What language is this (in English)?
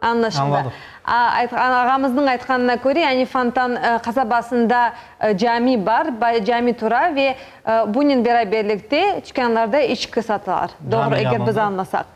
Crimean Tatar